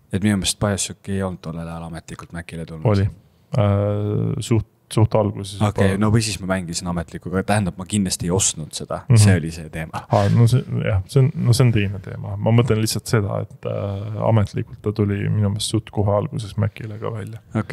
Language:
Estonian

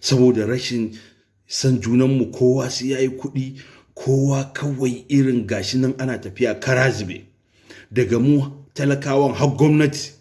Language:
Hausa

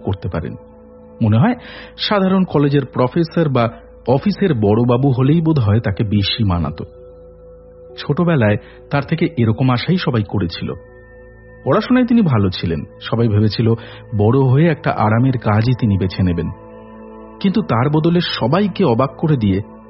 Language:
Bangla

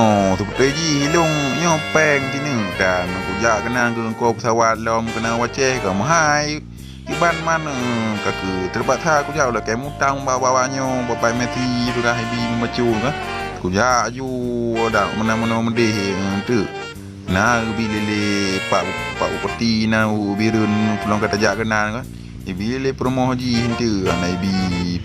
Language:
Achinese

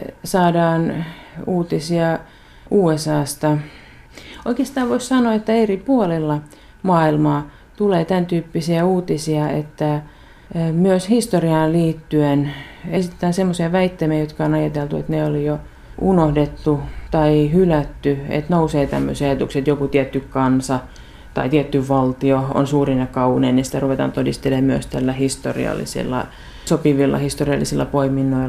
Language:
Finnish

